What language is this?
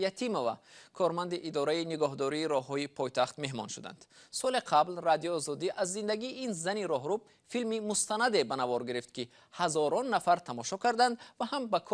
Tajik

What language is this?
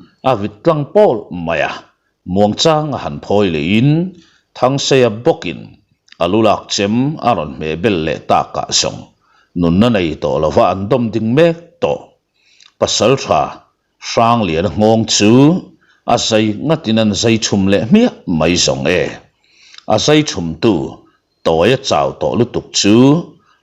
Mizo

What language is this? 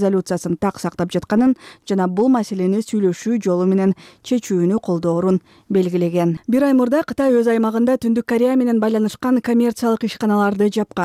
Kyrgyz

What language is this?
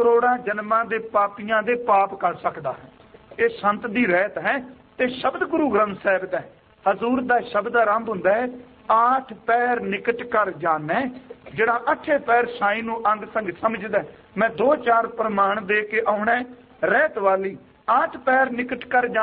Punjabi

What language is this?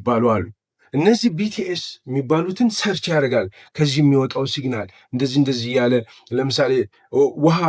Amharic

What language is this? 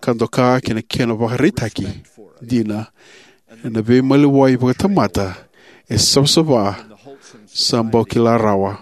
Fijian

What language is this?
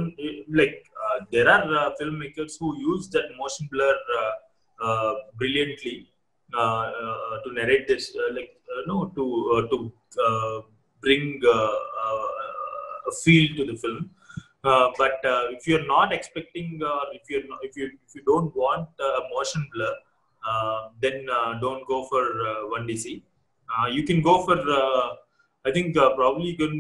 English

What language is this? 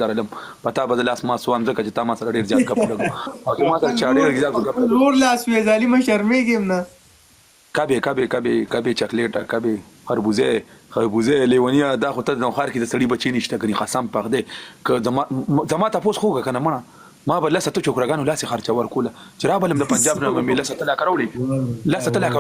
Pashto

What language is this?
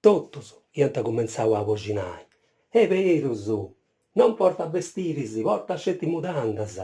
Sardinian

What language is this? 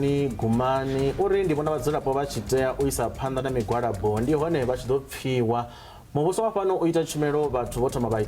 Venda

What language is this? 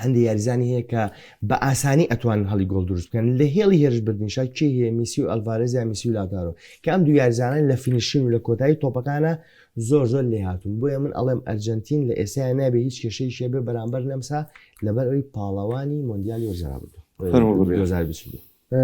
Central Kurdish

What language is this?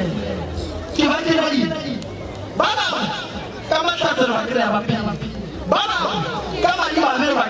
Northern Sotho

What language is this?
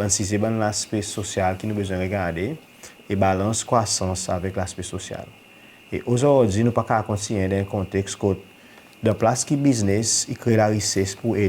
Seselwa Creole French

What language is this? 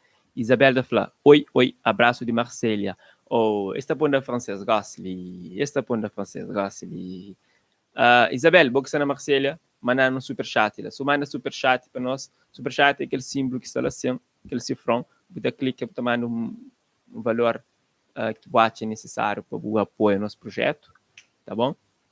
Kabuverdianu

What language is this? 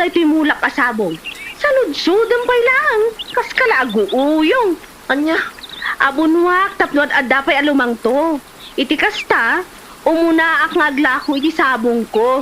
Iloko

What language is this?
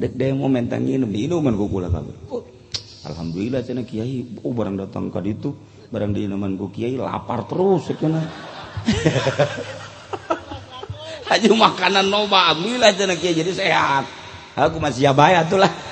Sundanese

